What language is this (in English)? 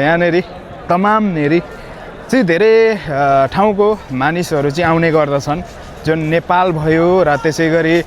Nepali